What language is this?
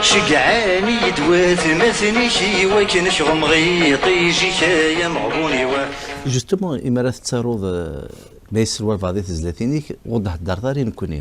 Kabyle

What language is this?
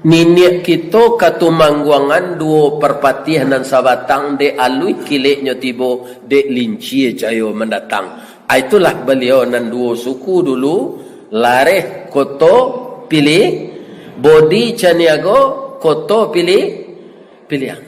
Minangkabau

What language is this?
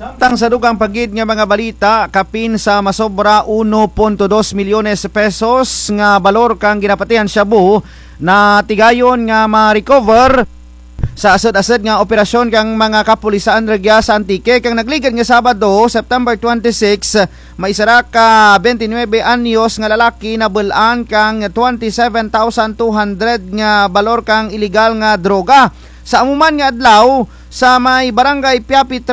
Kinaray-a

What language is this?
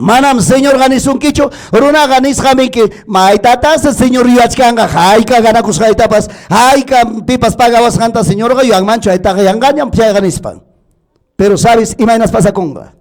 Ayacucho Quechua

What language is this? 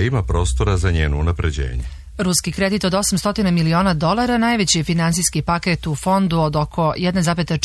Serbian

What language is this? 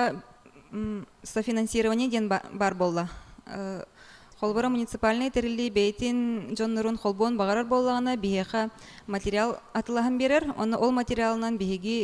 Yakut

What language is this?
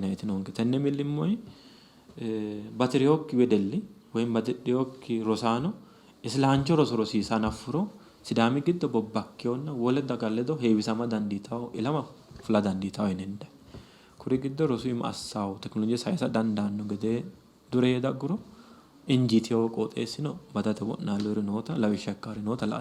Sidamo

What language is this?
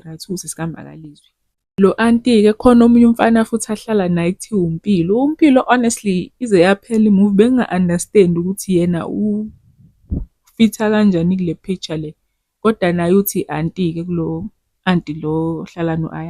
Zulu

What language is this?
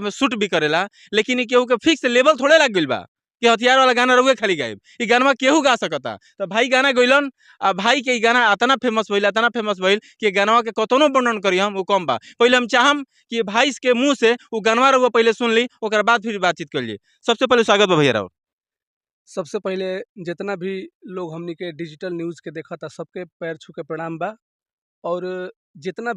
Bhojpuri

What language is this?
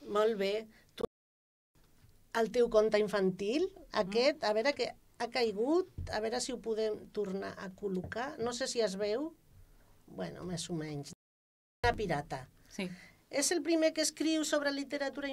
Catalan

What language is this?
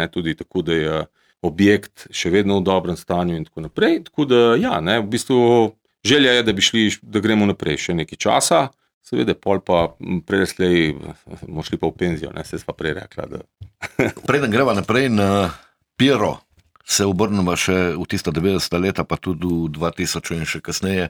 Slovenian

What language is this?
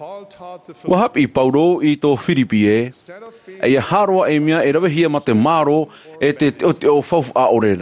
Tahitian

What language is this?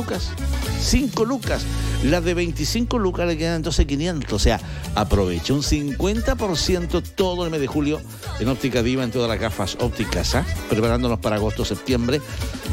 Spanish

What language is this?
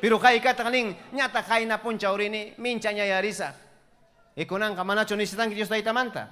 Ayacucho Quechua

